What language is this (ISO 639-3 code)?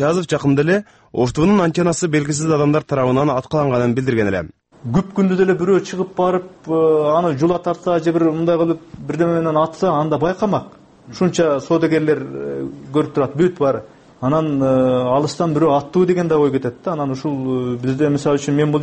kir